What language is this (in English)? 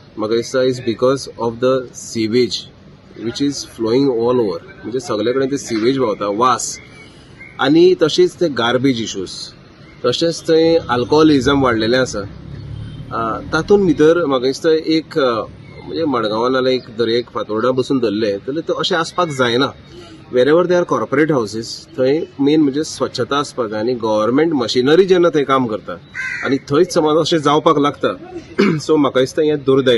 Konkani